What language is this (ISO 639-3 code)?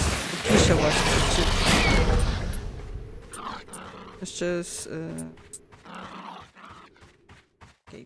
pol